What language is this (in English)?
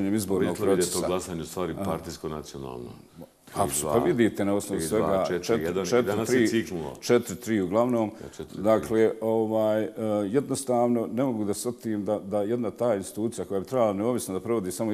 Bosnian